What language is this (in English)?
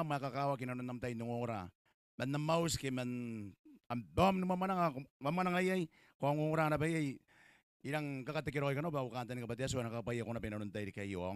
Gilbertese